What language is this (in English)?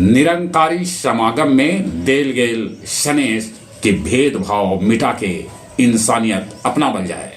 Magahi